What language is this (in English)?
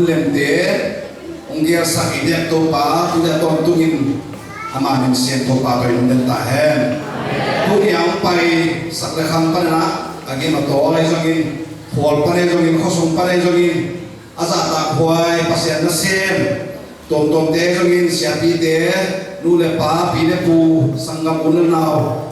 Tedim Chin